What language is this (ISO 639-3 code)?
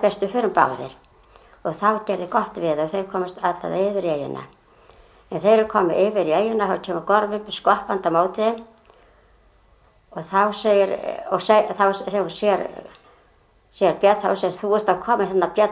isl